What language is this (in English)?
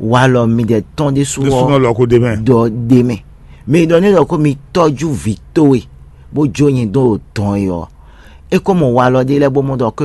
Fon